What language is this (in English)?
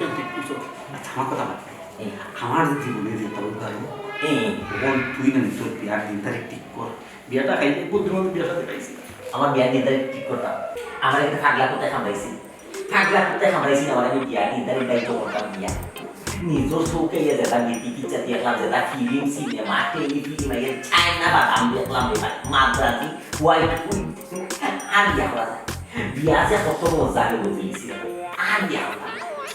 Sylheti